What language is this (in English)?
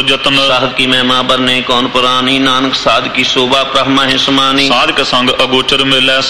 Punjabi